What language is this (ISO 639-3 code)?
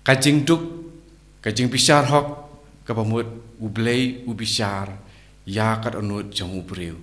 kha